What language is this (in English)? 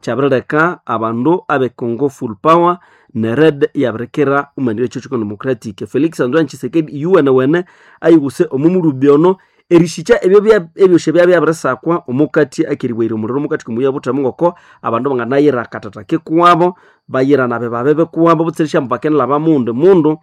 Nande